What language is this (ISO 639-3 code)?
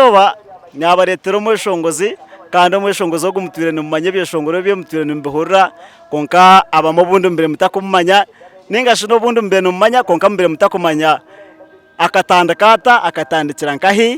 nyn